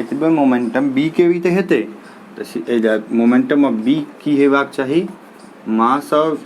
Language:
Maithili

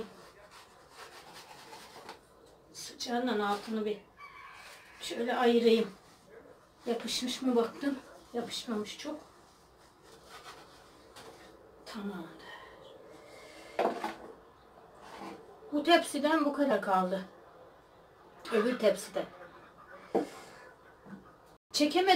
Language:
Turkish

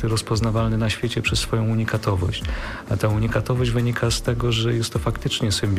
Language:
Polish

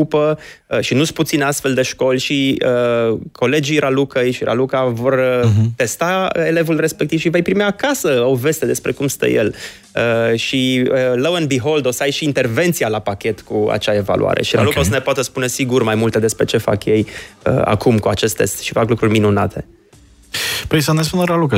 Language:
Romanian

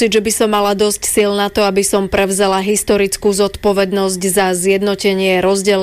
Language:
Slovak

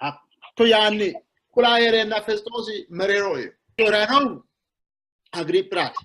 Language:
Sidamo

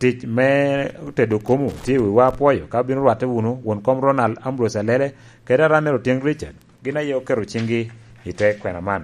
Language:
Lango (Uganda)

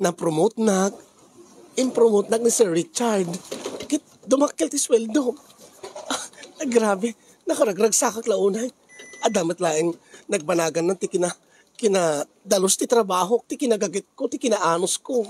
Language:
Iloko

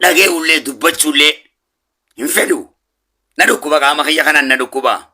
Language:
Oromo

